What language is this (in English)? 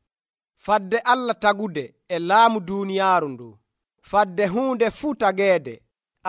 Nigerian Fulfulde